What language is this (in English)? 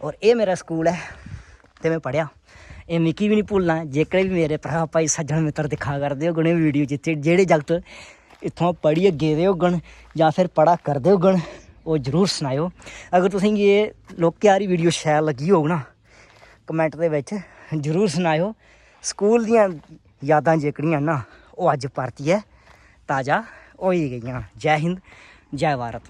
Dogri